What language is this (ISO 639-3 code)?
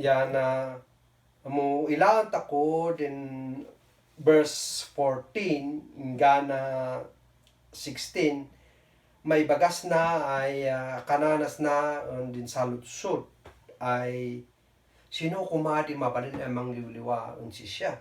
kne